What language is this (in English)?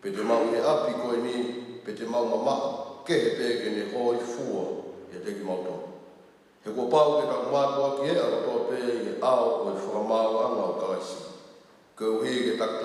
Tongan